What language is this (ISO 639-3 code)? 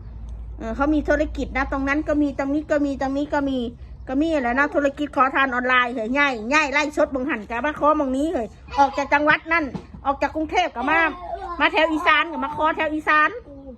tts